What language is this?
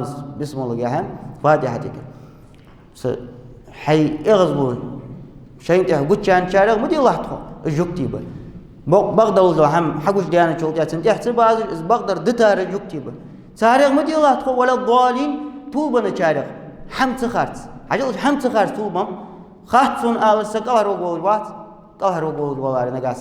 Ingush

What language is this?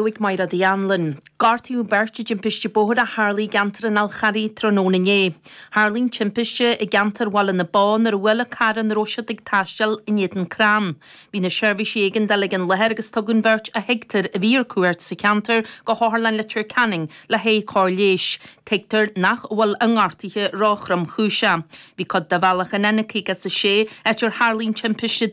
Irish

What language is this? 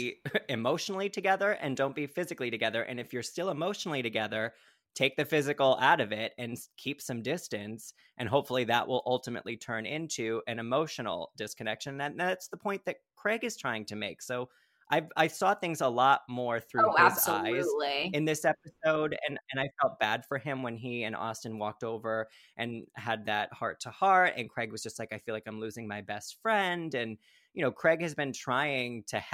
English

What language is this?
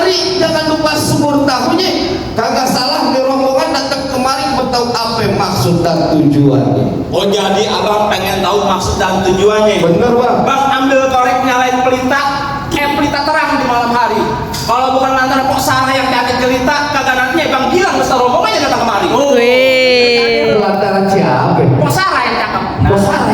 Betawi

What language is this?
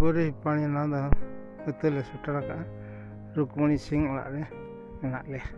Santali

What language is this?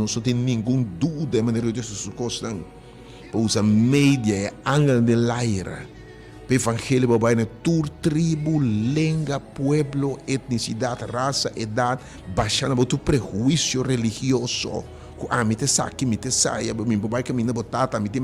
Papiamento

